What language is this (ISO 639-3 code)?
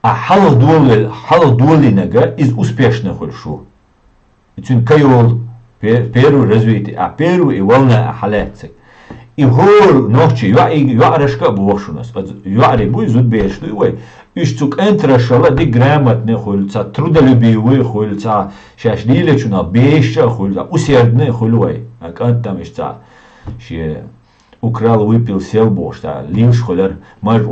che